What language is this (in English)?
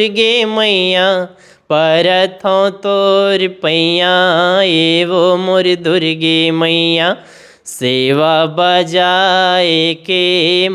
Chhattisgarhi